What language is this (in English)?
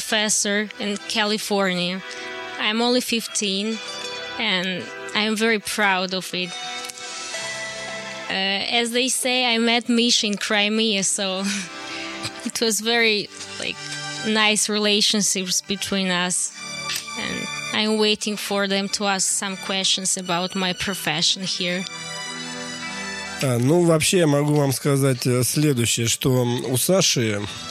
Russian